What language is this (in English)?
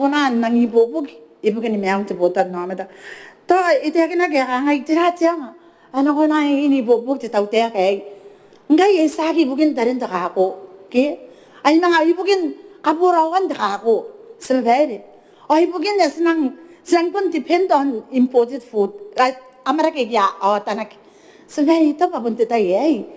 Gilbertese